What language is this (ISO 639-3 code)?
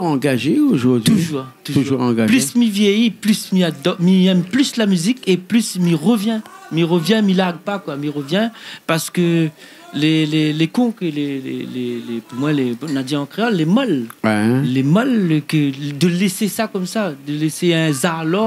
rcf